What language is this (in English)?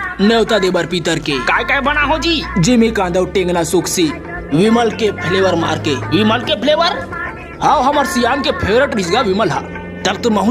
Chhattisgarhi